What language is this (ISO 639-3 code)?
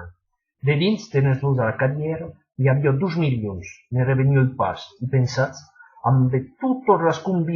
oci